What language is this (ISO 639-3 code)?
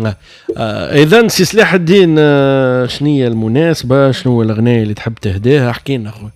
aeb